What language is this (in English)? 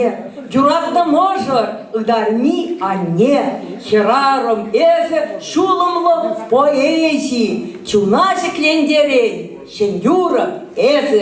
Chuvash